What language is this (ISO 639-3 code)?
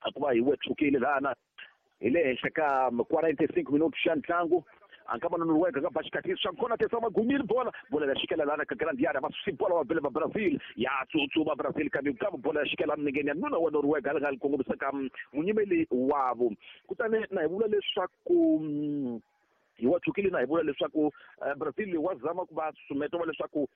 tso